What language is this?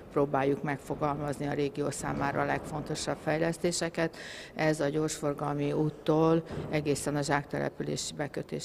Hungarian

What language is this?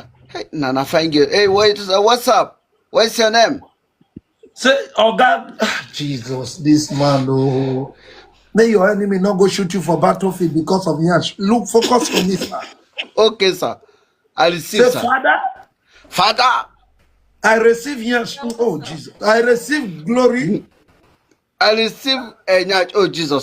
Nigerian Pidgin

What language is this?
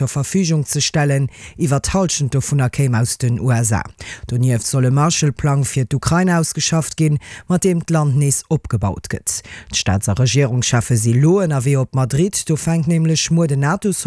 Luxembourgish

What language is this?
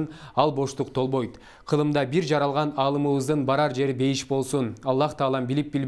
Kyrgyz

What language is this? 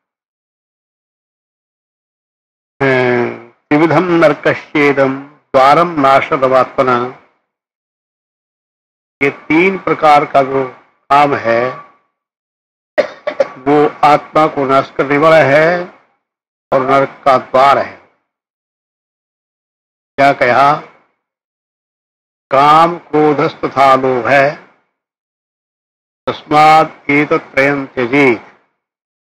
Hindi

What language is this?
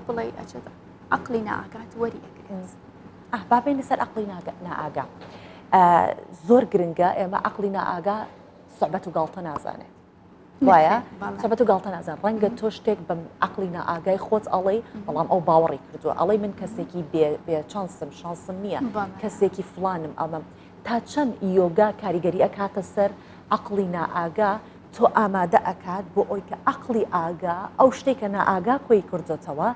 Central Kurdish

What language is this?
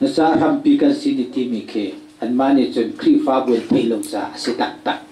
Hakha Chin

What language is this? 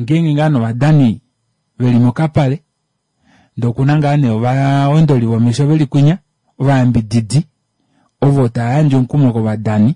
Kuanyama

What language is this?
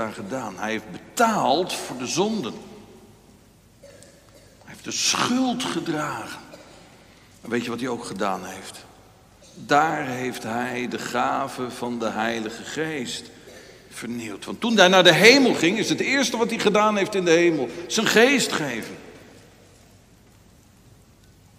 Dutch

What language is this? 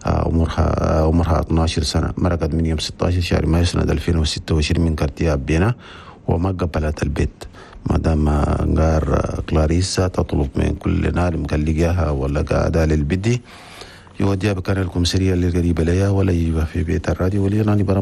Chadian Arabic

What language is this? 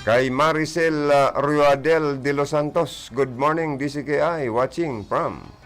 Bikol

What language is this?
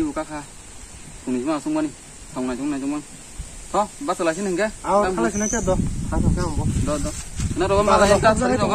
Kok Borok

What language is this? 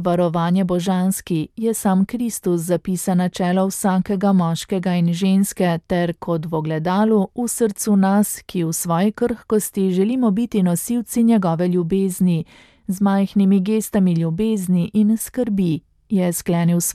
Slovenian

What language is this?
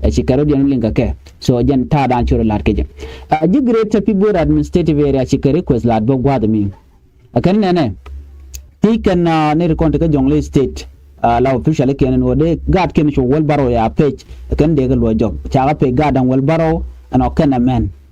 Nuer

